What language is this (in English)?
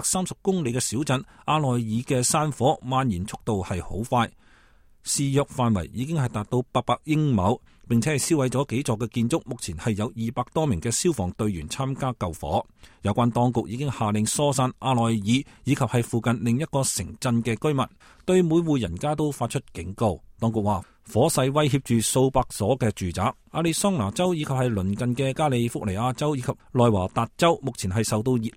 Cantonese